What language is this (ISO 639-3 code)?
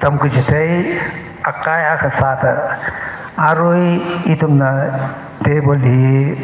nmf